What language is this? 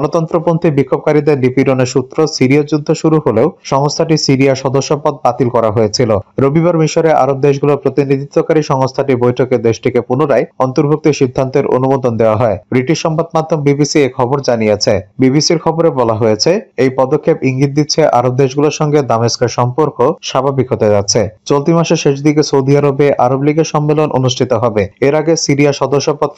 Bangla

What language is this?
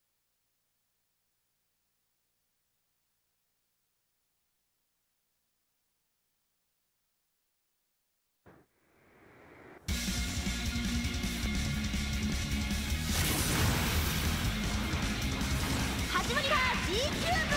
Japanese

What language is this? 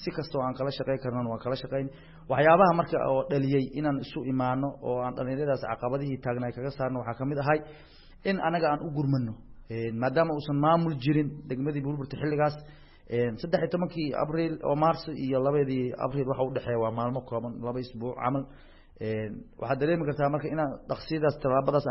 Somali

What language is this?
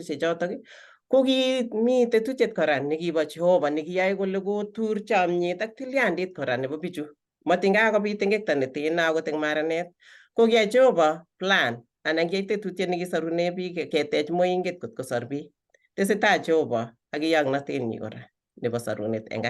Kalenjin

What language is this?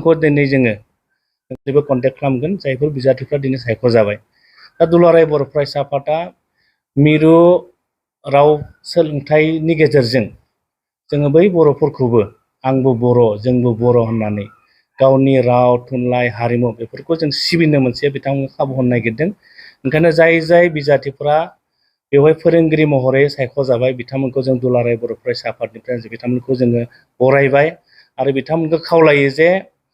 Bodo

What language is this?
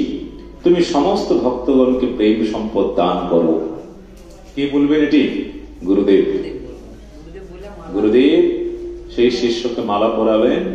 Bangla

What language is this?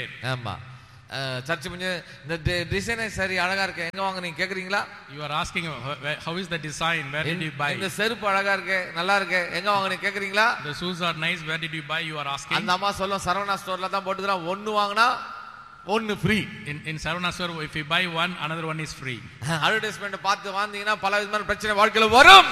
Tamil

